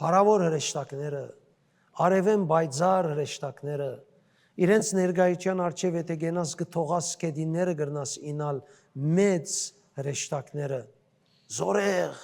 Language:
Western Armenian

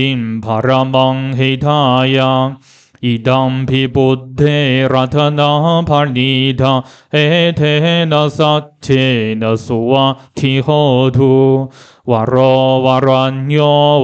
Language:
Pali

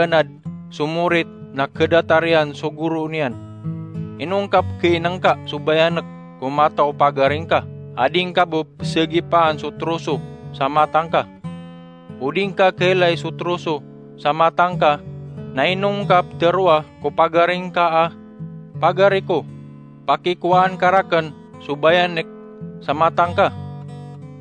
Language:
Maranao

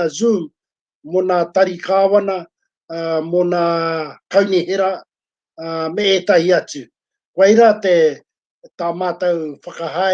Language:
Māori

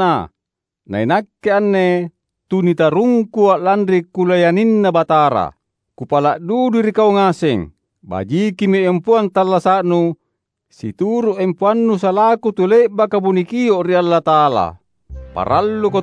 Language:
Makasar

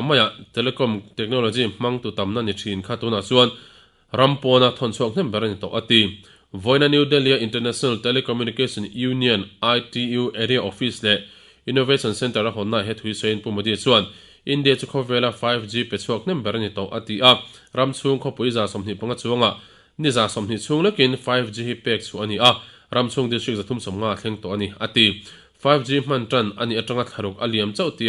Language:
Mizo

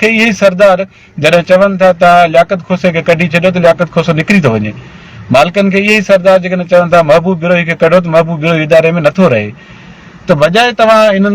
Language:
Sindhi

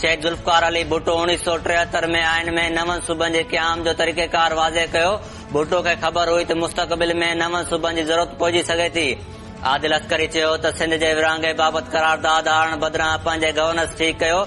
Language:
Sindhi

